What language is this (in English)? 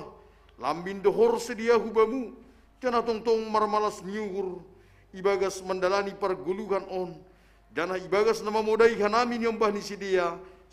Batak Simalungun